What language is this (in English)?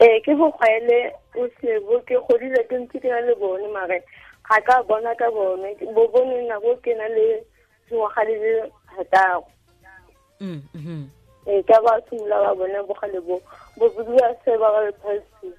Tswana